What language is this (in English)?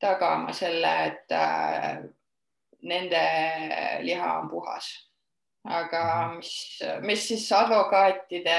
Estonian